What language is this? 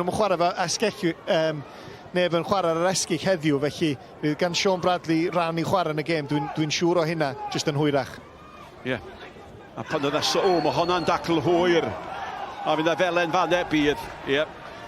Welsh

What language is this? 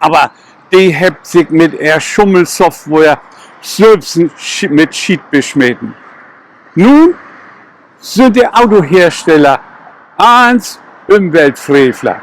Low German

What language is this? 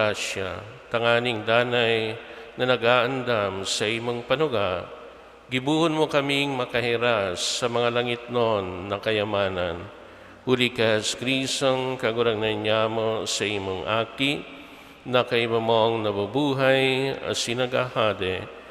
Bikol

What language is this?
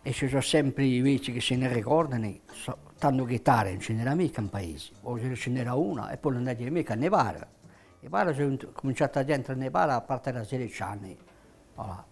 Corsican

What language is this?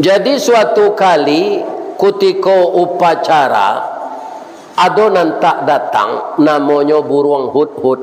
Minangkabau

